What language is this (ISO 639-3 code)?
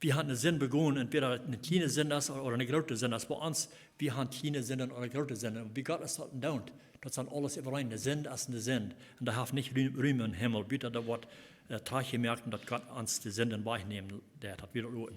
pdt